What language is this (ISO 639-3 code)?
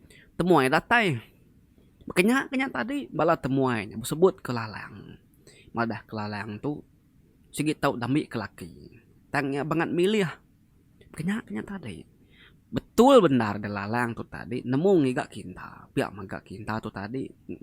iba